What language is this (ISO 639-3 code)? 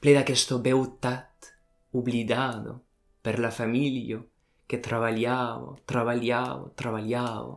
oci